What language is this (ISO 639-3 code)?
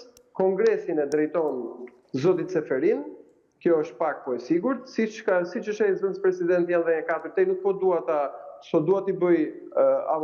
sqi